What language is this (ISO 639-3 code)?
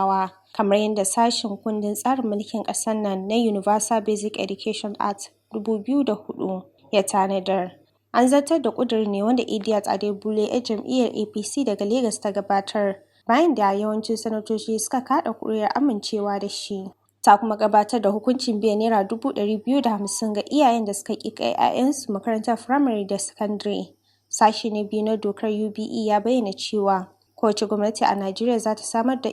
hau